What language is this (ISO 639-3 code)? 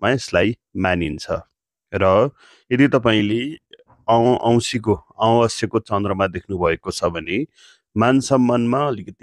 nep